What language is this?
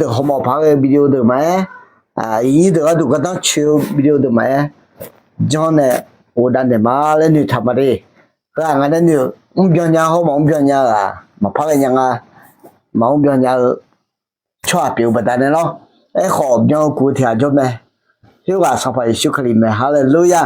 Akha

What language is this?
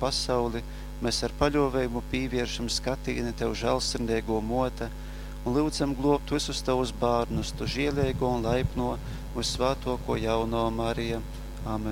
Latgalian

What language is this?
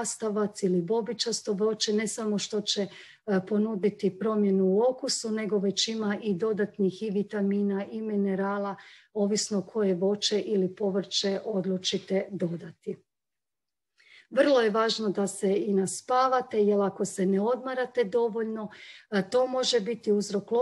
Croatian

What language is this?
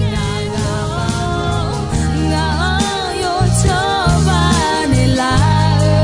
Akha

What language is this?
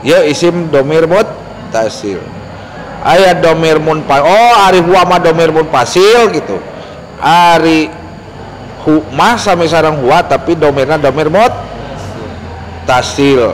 Sundanese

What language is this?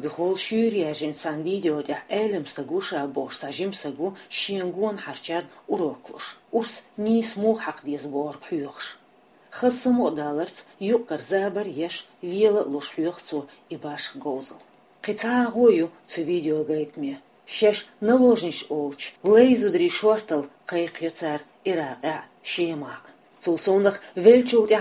Chechen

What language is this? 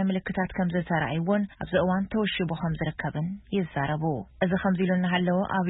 Tigrinya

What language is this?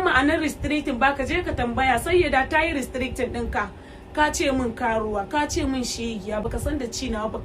Hausa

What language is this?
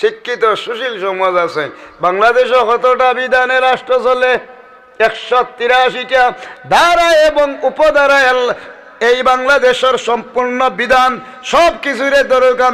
Sylheti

